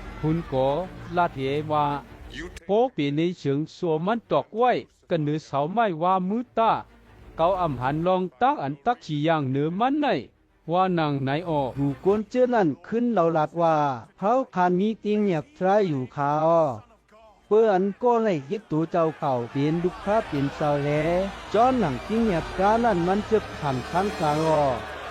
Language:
Shan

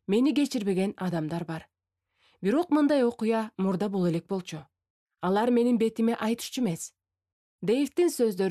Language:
Kyrgyz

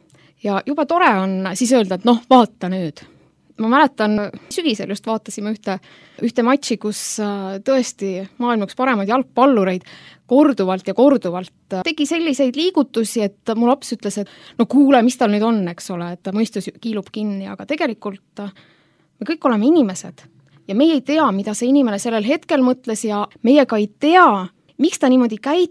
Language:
Estonian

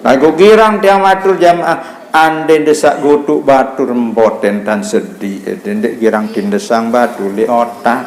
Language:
Sasak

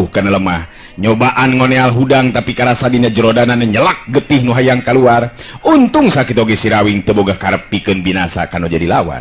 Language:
Sundanese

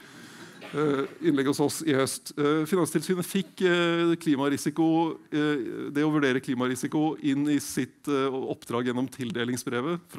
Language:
Norwegian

